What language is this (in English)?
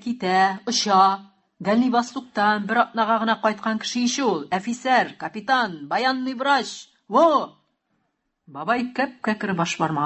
Tatar